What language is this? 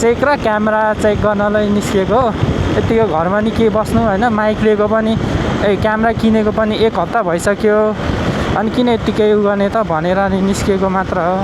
Nepali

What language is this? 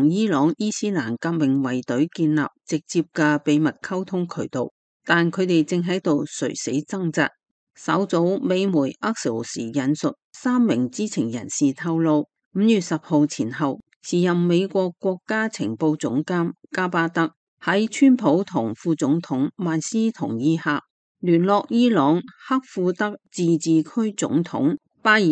Cantonese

